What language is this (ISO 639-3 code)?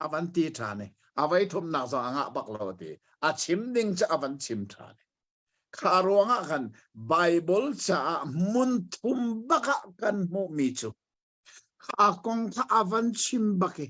cnh